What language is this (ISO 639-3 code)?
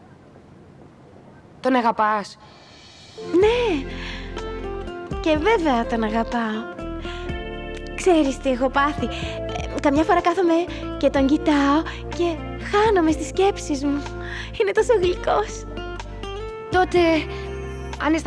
ell